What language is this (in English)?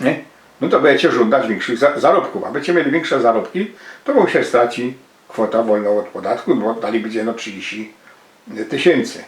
Silesian